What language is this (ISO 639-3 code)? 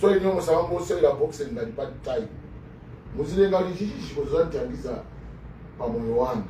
nya